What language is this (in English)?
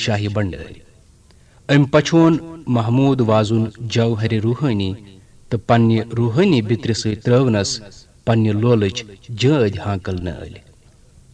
Kashmiri